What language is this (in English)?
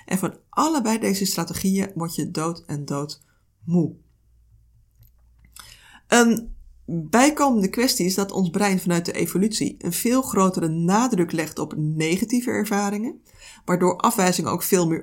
Dutch